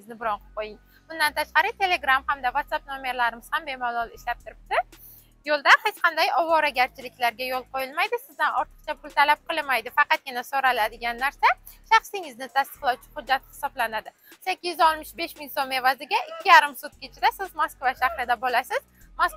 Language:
Uzbek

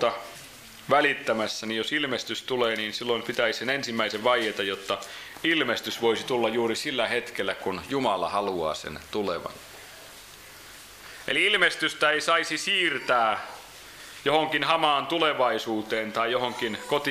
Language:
Finnish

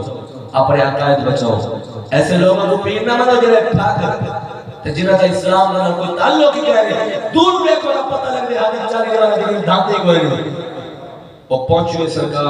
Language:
Saraiki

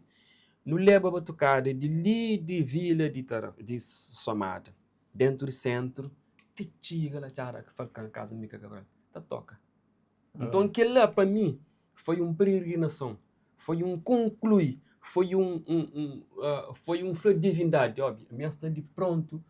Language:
Kabuverdianu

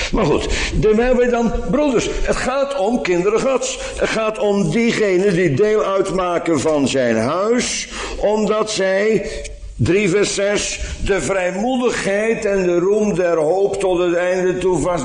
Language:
Dutch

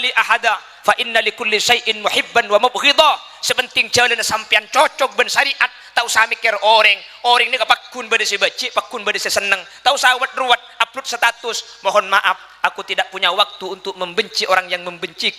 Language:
Madurese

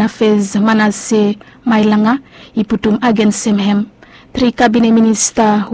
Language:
Bislama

